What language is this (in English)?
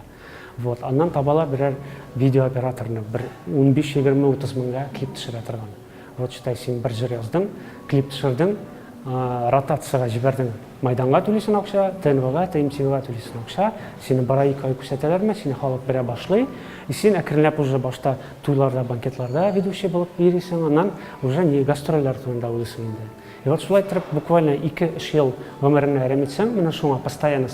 Tatar